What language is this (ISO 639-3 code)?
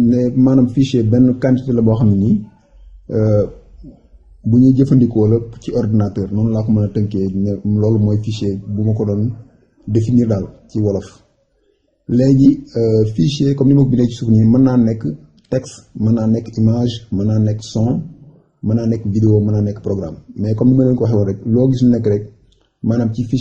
wol